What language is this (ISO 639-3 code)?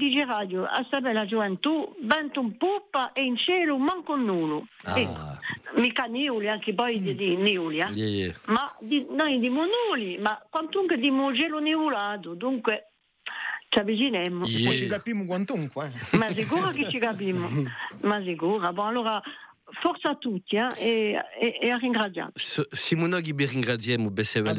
cos